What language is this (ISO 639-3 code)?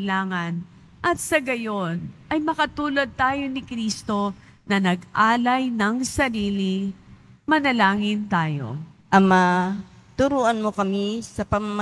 fil